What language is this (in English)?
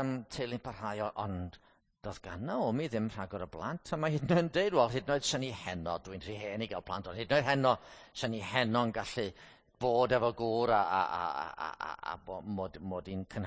Welsh